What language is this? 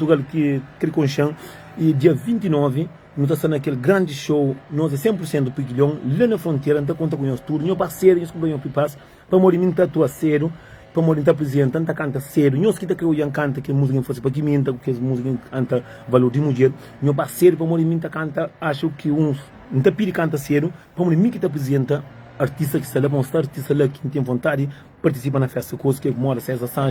Kabuverdianu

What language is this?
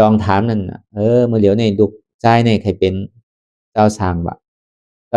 Shan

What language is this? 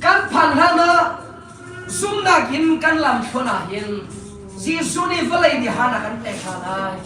Hakha Chin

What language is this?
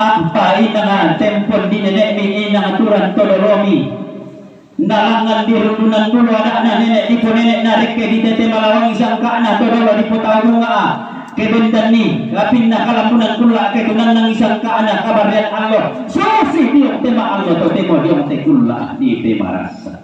Toraja-Sa'dan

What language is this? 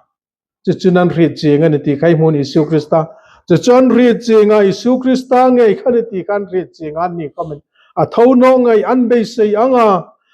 Hmar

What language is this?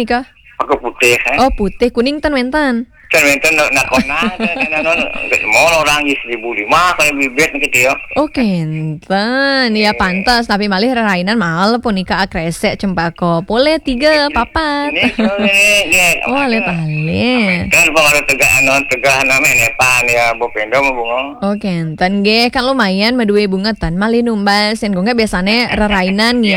Balinese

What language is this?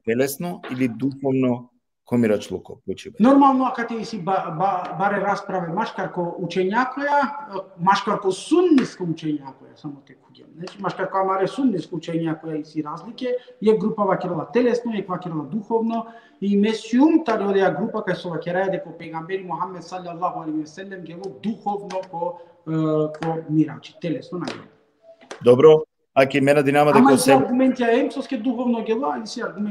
Balkan Romani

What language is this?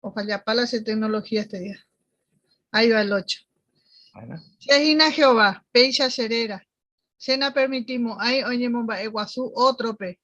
Guarani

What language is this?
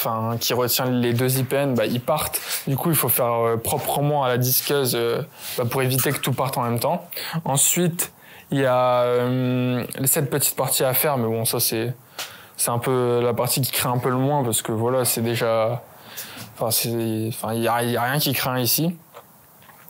French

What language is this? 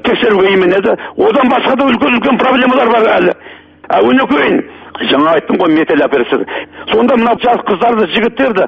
Kazakh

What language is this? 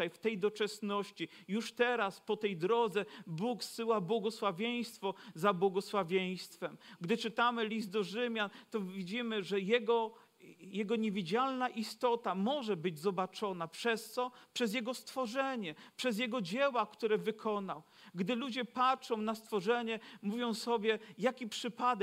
Polish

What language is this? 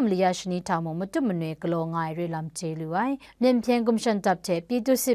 Kachin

